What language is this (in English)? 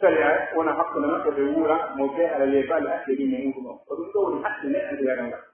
Pular